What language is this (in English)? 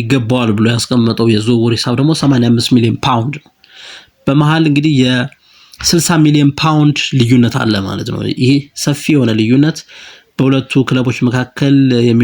Amharic